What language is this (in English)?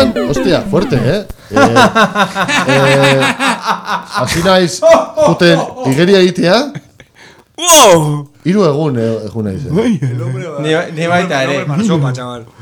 Basque